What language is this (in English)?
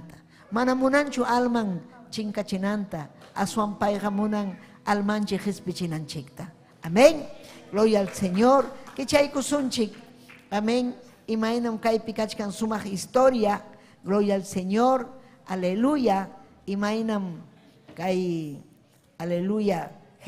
Ayacucho Quechua